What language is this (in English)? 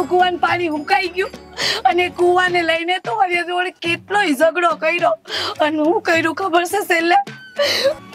Gujarati